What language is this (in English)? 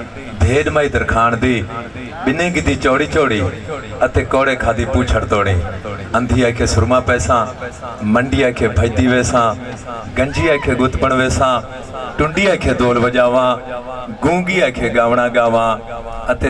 Saraiki